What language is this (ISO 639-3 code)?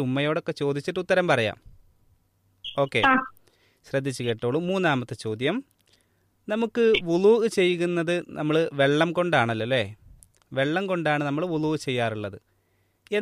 mal